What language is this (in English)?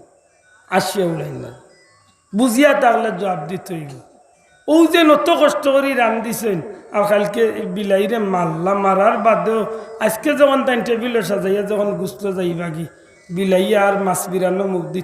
Sylheti